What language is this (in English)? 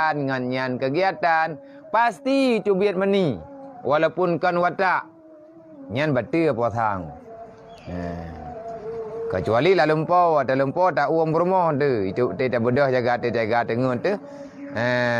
Achinese